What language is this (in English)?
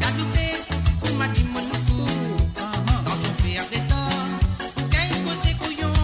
Morisyen